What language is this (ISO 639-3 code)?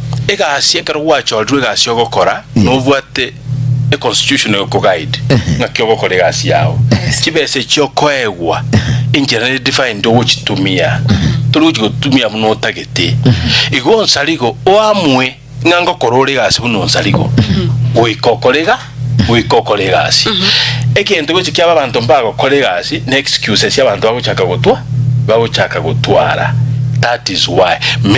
guz